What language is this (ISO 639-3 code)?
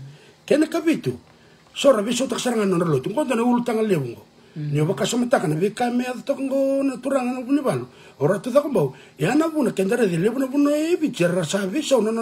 fij